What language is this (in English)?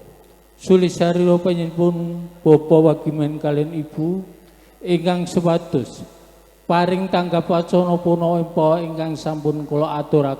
Javanese